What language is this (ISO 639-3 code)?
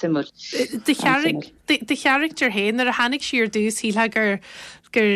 gle